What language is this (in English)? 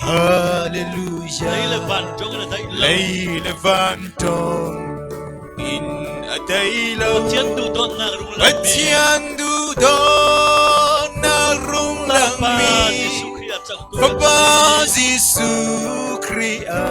Falam Chin